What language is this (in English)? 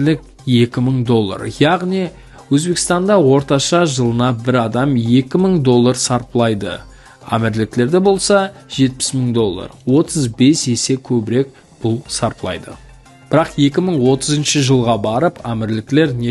Kara-Kalpak